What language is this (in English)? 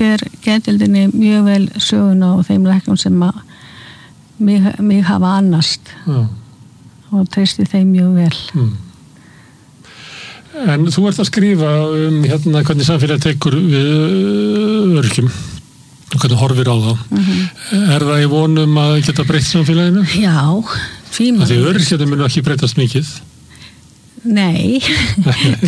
Icelandic